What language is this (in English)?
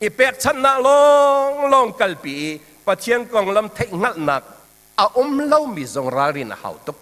Hakha Chin